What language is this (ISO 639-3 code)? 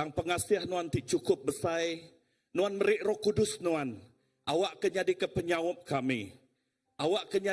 iba